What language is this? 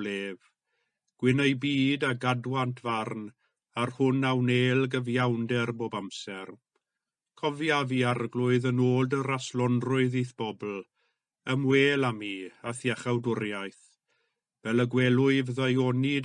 Welsh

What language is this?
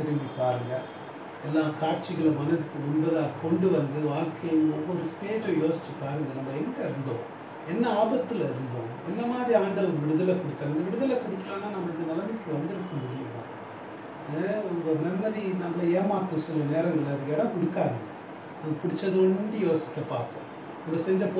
Tamil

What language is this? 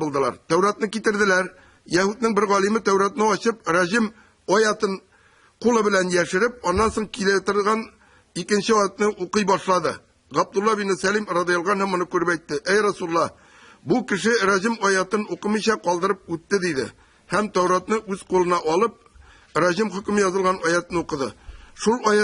Tatar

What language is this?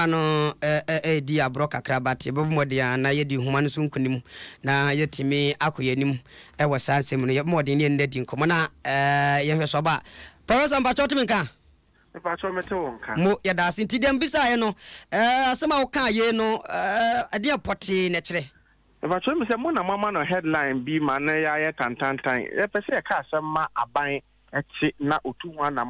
Akan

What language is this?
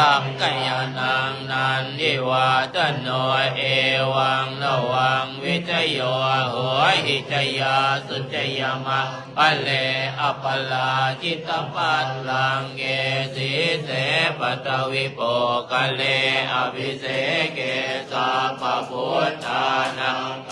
Pali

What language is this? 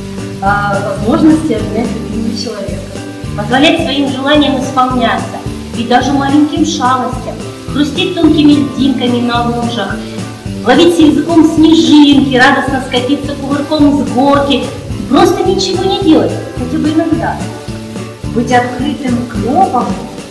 Russian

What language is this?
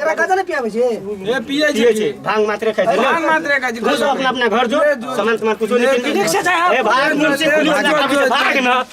Maithili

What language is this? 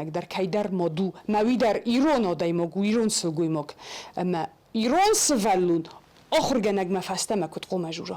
Ossetic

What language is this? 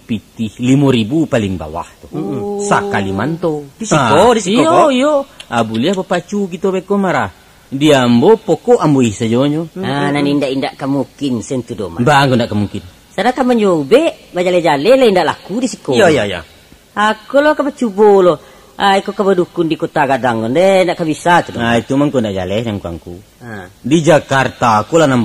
Minangkabau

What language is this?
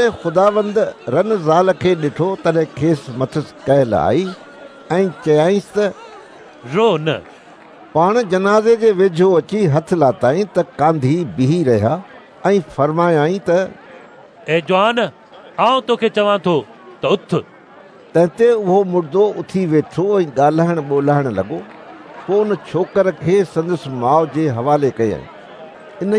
Sindhi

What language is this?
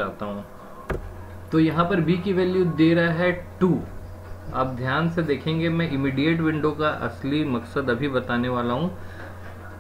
Hindi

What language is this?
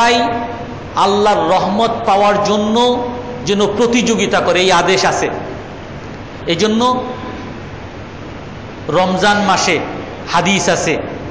Bangla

